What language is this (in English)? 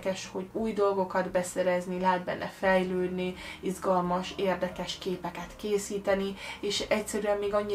Hungarian